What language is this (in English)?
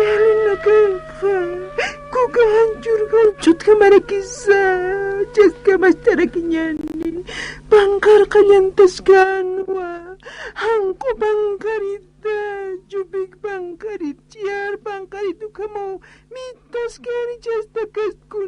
Aymara